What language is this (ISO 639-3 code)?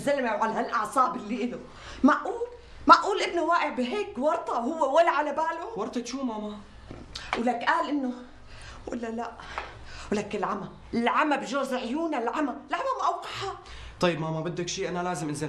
apc